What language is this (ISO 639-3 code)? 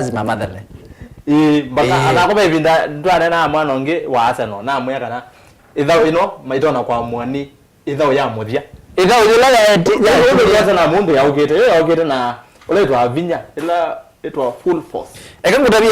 kam